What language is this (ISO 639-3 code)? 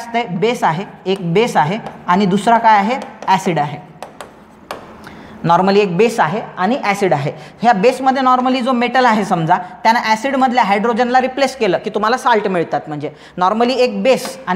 mar